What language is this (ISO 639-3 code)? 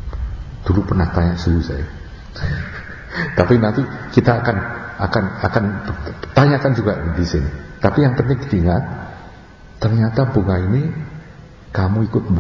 ind